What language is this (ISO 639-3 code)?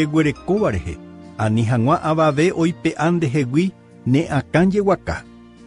grn